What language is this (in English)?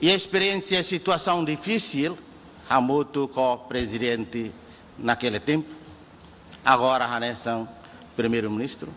Tetum